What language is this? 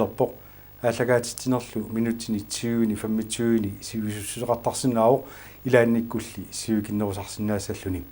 Kalaallisut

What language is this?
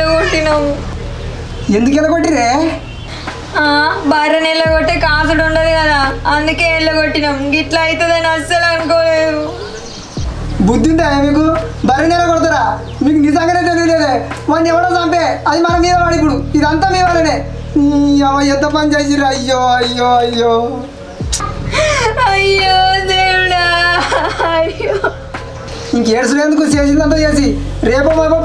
Telugu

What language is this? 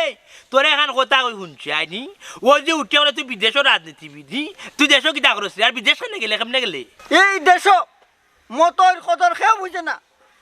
Sylheti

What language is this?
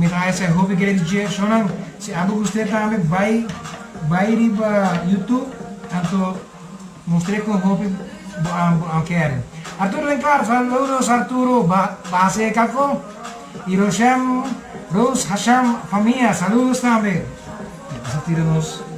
Papiamento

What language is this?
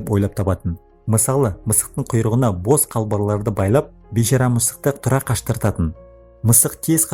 Kazakh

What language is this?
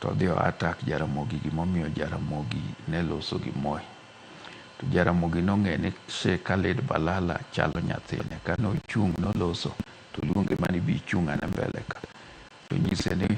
Luo (Kenya and Tanzania)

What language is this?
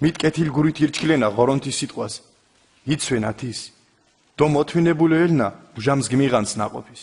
Mingrelian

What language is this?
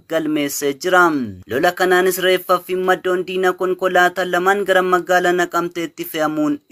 Oromo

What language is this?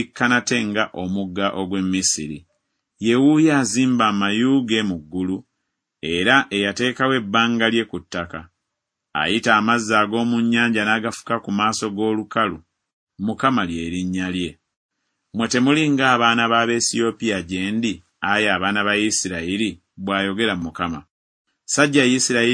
Ganda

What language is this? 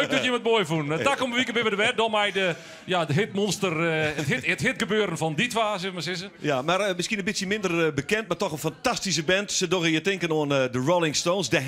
Western Frisian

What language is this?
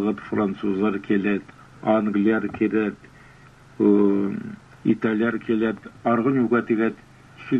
Kalmyk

